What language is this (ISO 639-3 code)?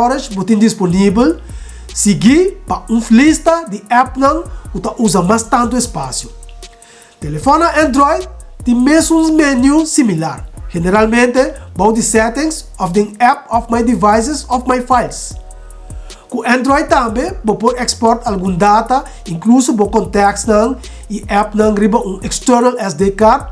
pap